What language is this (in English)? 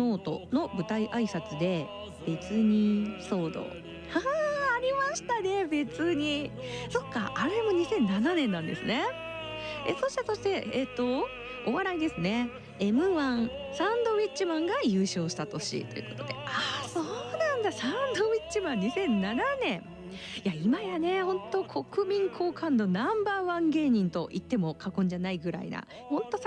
Japanese